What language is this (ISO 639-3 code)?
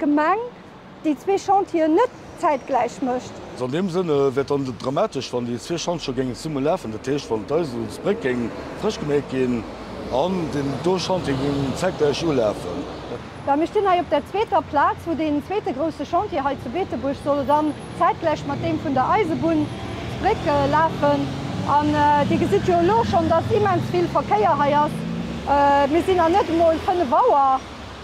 ltz